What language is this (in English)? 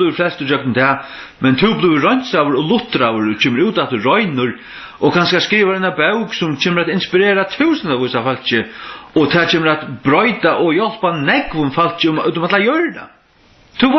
Faroese